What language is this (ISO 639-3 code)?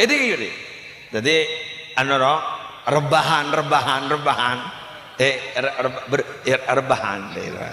mad